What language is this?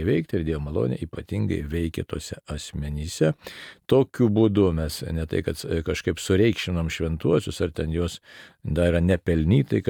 Lithuanian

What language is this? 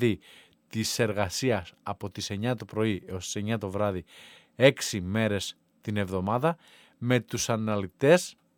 Greek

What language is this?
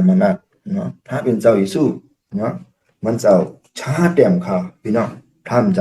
Shan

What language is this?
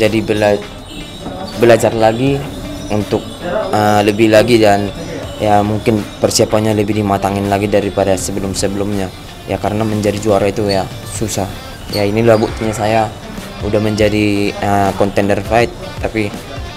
Indonesian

